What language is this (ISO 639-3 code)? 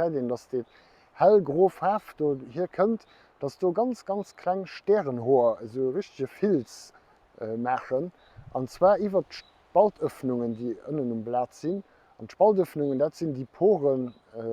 ltz